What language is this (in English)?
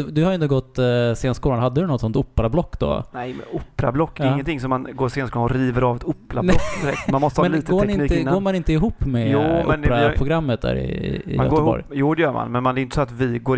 Swedish